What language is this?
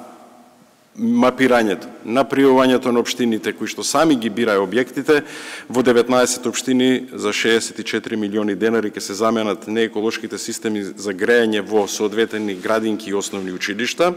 Macedonian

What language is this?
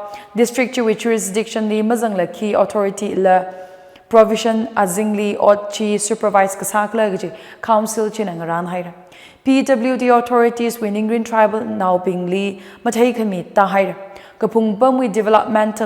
Tangkhul Naga (India)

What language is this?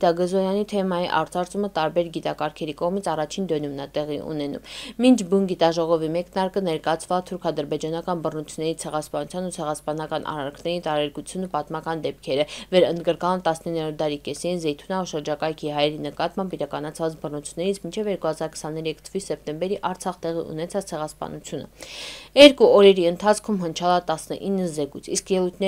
Armenian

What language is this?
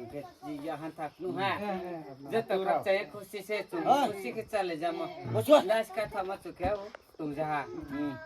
Riang (India)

